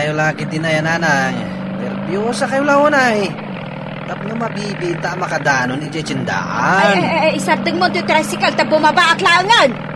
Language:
Iloko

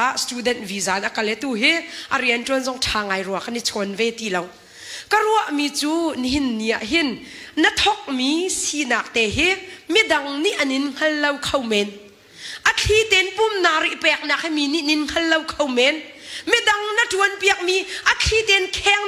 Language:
Hakha Chin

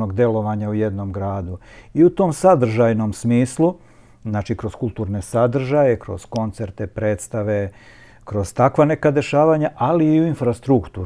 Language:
Serbian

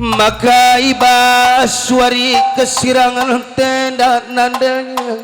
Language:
Batak Karo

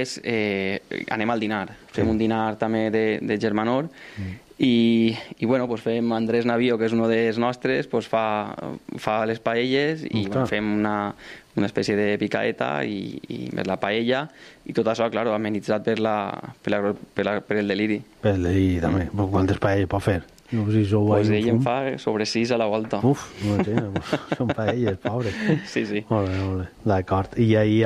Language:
Catalan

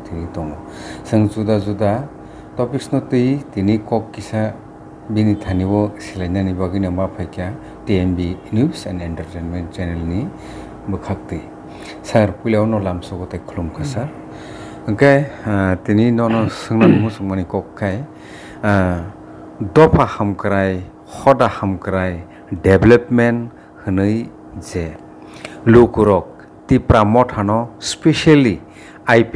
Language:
Kok Borok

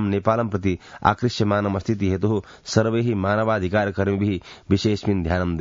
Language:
Sanskrit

